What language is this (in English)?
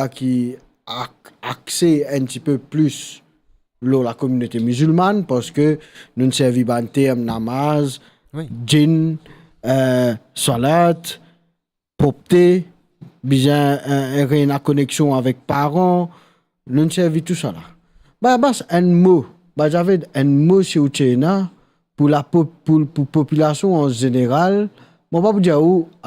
Morisyen